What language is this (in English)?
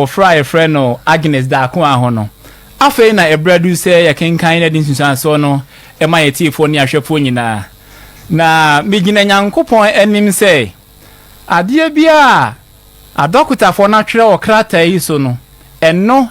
Akan